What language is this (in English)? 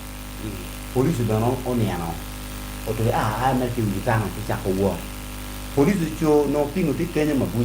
Acoli